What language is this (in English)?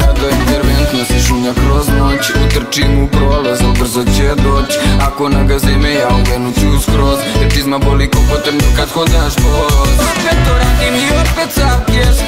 Croatian